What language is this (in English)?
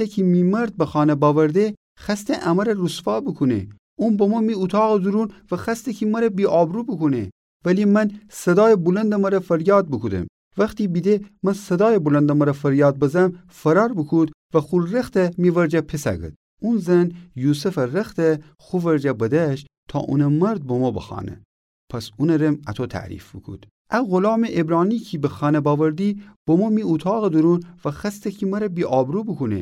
Gilaki